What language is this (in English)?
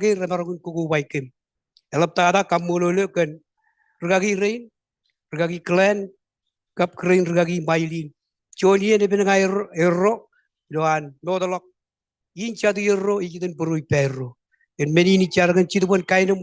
Marshallese